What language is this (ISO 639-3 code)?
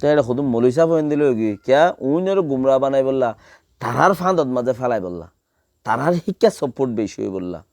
rhg